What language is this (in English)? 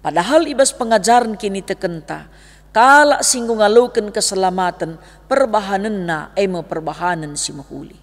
Batak Karo